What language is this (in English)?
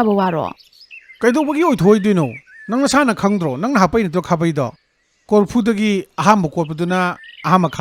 Manipuri